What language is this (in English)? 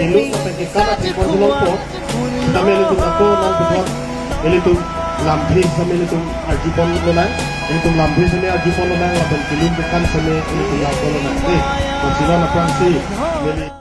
Karbi